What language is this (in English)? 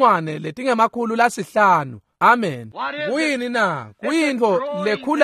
Swati